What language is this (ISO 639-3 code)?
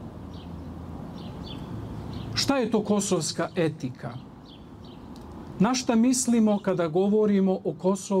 srp